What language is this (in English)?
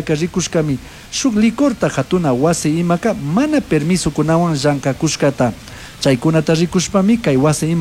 Chimborazo Highland Quichua